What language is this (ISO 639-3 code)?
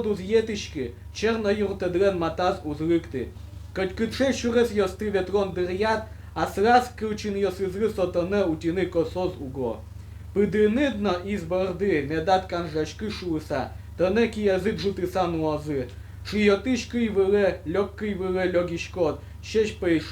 udm